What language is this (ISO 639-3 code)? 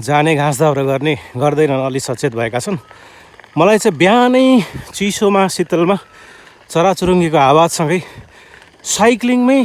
nep